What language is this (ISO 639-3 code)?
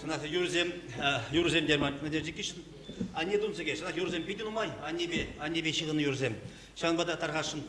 chv